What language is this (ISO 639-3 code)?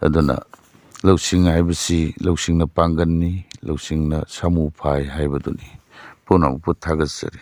mni